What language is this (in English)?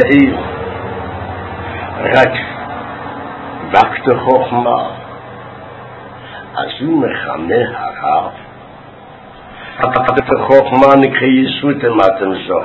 Hebrew